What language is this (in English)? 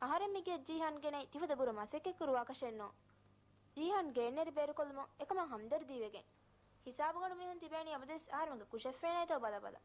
Divehi